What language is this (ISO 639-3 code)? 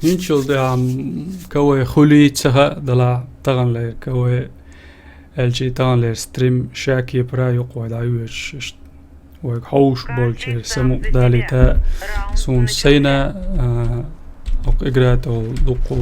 che